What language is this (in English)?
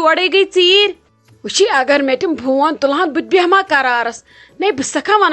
Kashmiri